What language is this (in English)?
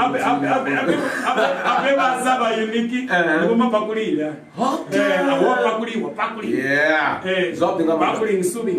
Venda